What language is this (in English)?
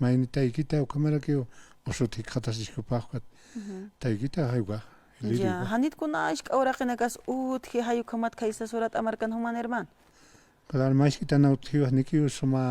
Aymara